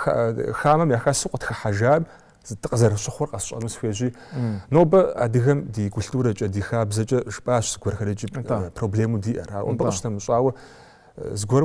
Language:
Kabardian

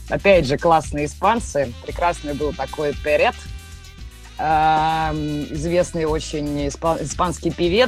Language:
Russian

